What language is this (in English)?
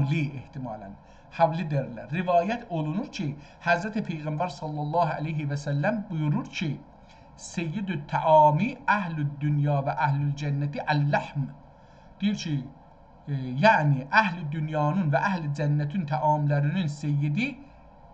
South Azerbaijani